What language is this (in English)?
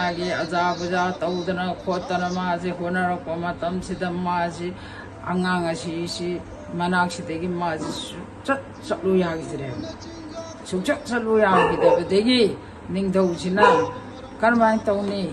Manipuri